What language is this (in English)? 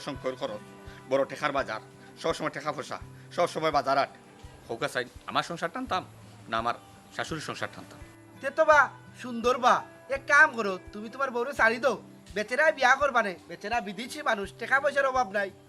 Sylheti